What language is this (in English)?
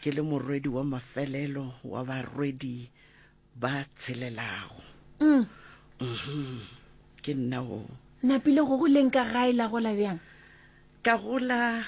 Northern Sotho